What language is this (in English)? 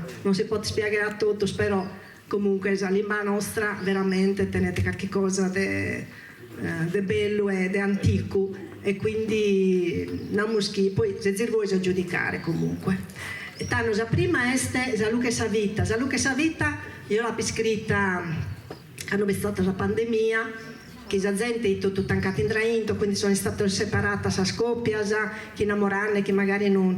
Sardinian